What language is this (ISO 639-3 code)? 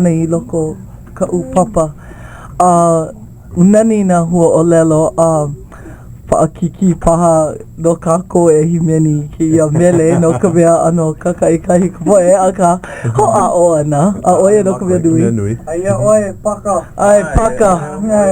haw